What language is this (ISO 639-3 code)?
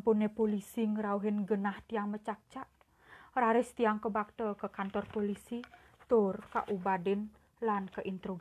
ban